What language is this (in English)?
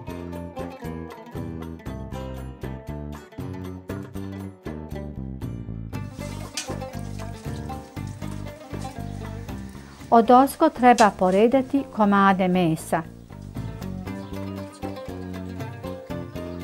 Bosnian